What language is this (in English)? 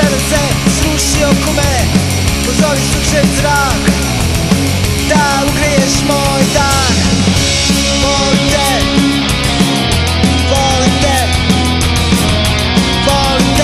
Serbian